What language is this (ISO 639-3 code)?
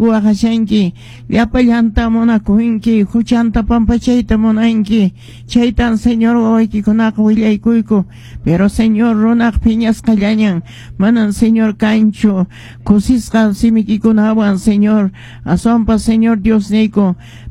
que